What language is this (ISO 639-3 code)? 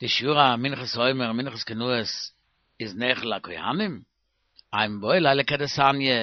yid